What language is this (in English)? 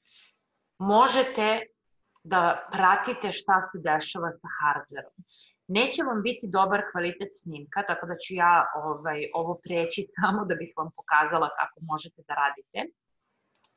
Serbian